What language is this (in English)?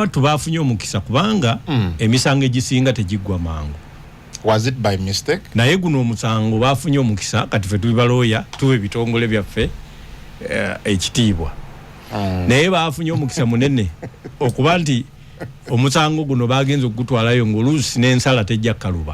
Ganda